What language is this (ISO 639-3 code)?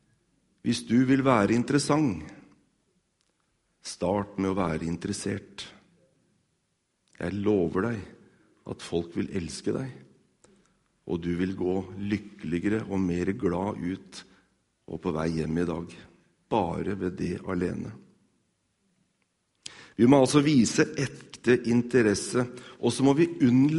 nor